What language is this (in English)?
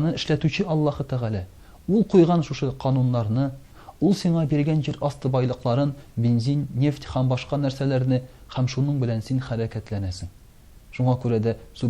Tatar